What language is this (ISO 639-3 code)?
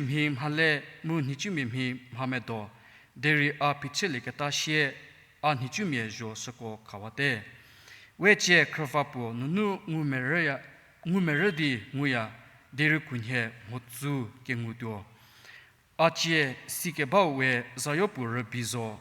njm